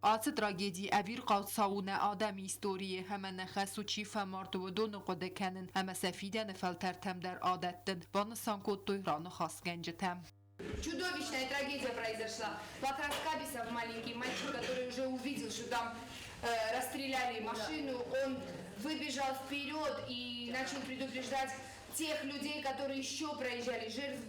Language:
Ossetic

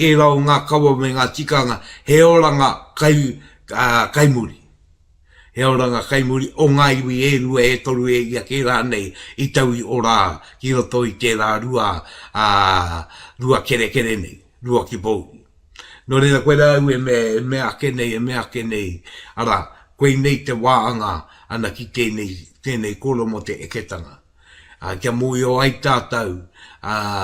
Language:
Māori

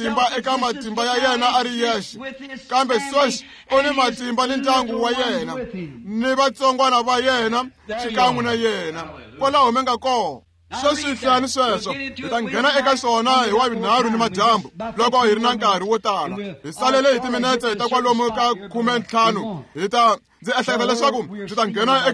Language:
Tsonga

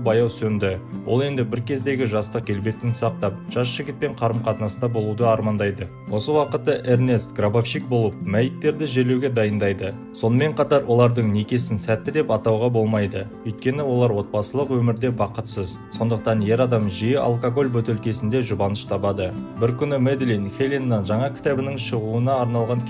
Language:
Kazakh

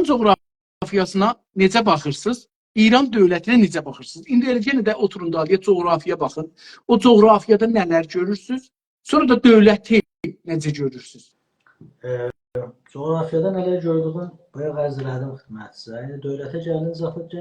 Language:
South Azerbaijani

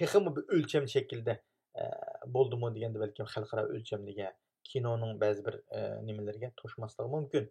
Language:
Uyghur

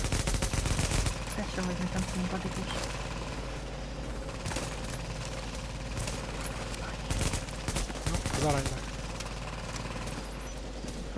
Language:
Hungarian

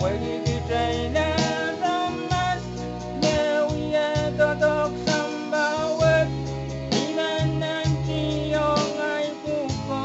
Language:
Pohnpeian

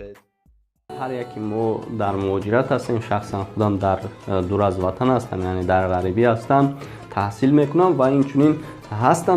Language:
Tajik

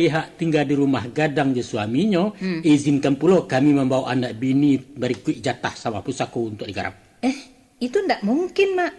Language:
Minangkabau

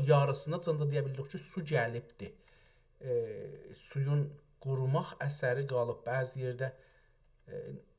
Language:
South Azerbaijani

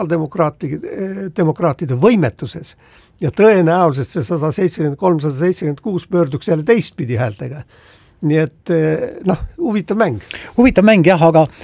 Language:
Estonian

